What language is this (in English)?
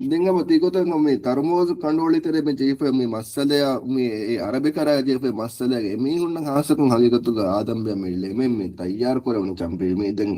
Divehi